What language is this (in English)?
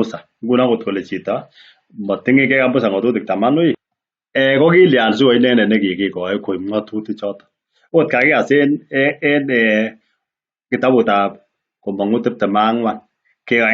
Kalenjin